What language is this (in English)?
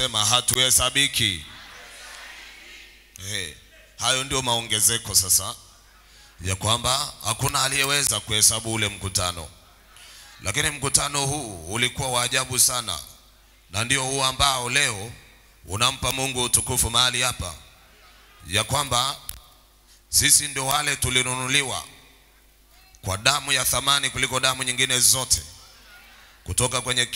Swahili